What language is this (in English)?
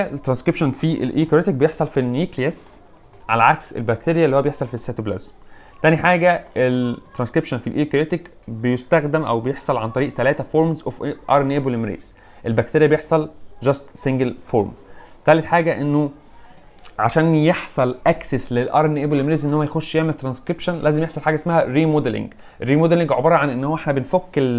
Egyptian Arabic